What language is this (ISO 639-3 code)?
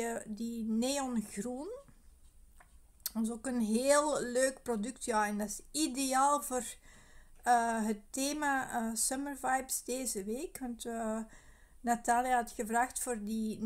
nld